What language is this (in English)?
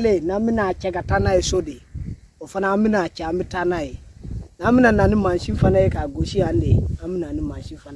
Bambara